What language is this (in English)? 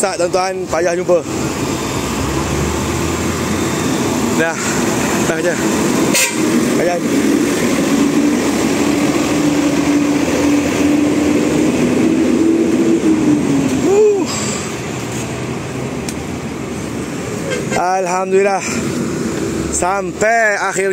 Malay